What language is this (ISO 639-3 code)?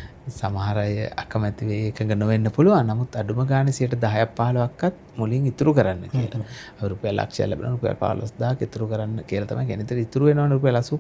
sin